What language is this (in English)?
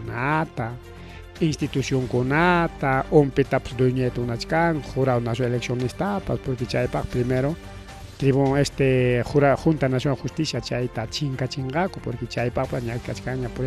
Ayacucho Quechua